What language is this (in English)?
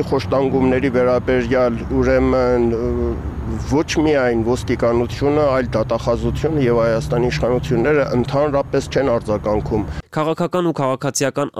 Armenian